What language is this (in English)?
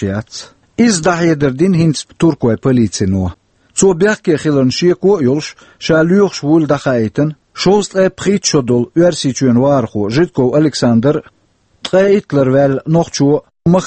Chechen